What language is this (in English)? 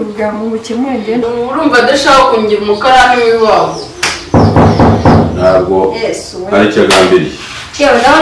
Kinyarwanda